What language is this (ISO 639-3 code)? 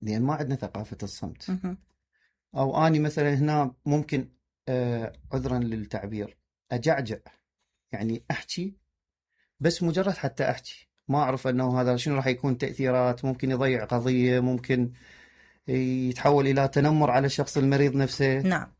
acm